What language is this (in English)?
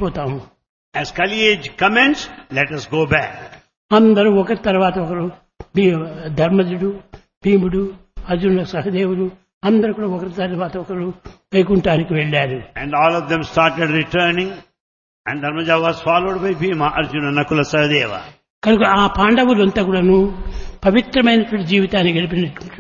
Telugu